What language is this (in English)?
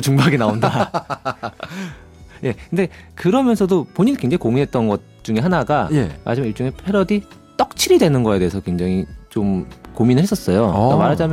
Korean